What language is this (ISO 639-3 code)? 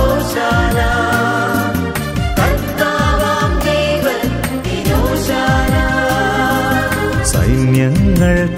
mal